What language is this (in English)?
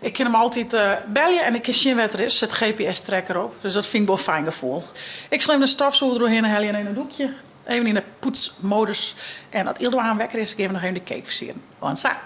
Western Frisian